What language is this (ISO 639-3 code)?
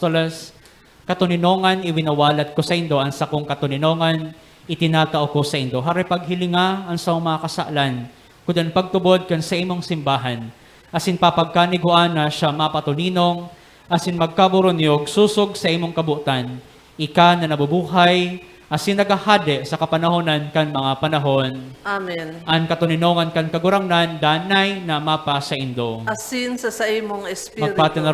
bik